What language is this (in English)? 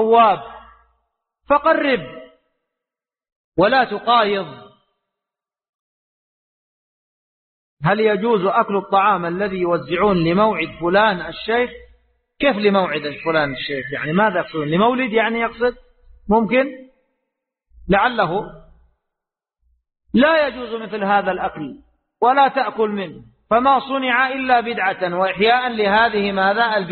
Arabic